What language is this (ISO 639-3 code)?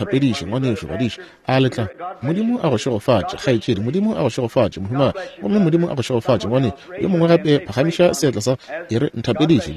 nso